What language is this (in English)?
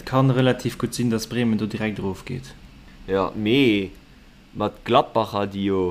Luxembourgish